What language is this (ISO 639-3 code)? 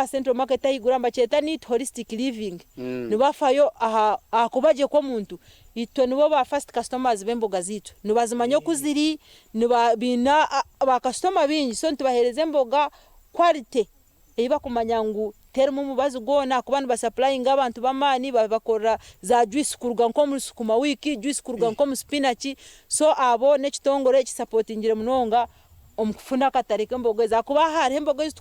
nyn